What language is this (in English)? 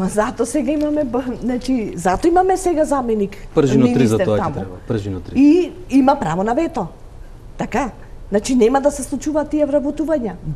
Macedonian